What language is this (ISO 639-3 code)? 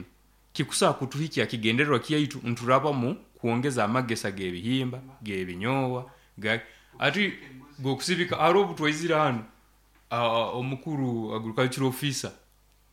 nyo